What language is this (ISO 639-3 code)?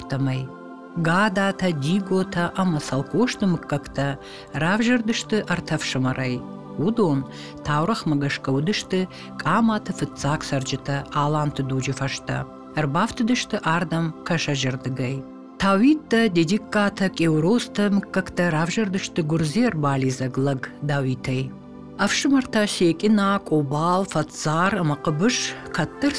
oss